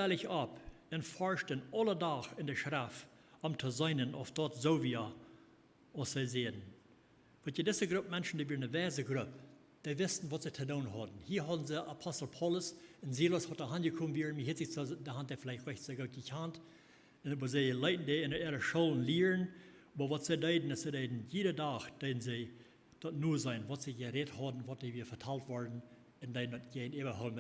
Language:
Plautdietsch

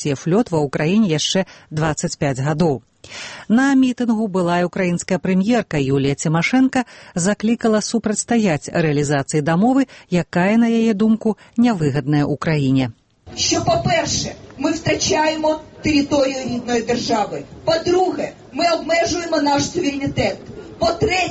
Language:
Belarusian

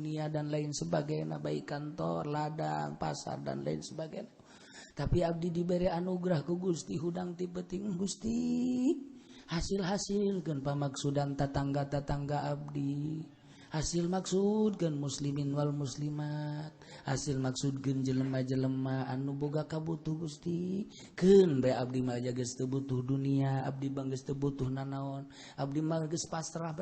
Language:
Sundanese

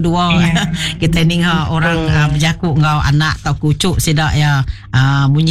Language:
Iban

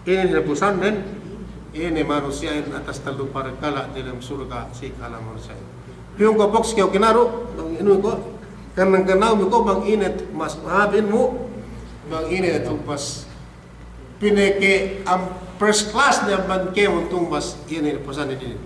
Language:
Yakan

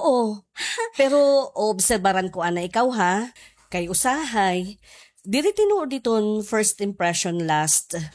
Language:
Waray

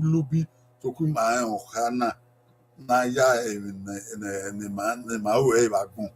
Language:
Bini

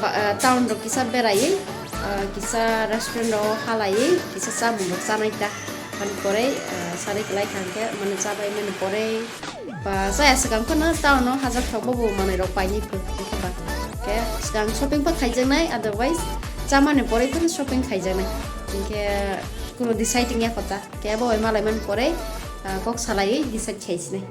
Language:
Kok Borok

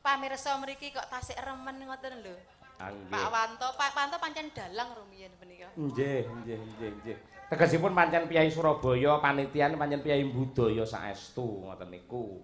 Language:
Javanese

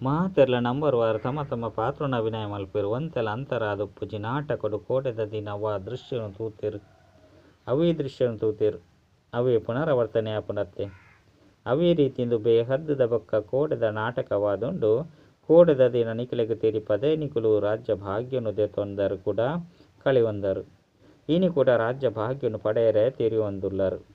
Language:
Tulu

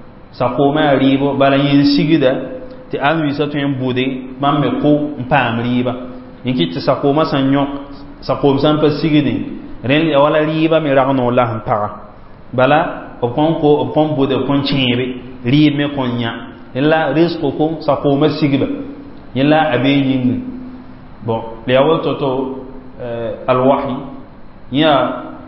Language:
Mossi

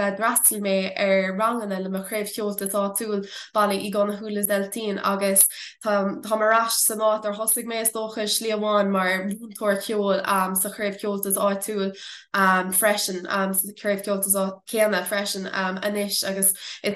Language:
Irish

